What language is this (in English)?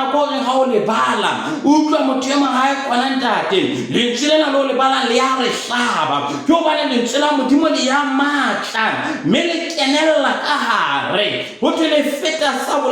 Southern Sotho